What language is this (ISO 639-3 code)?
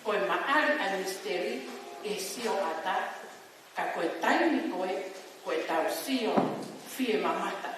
ton